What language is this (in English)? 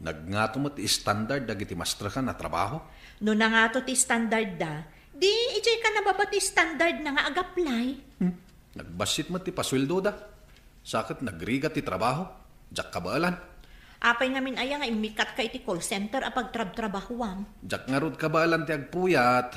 Iloko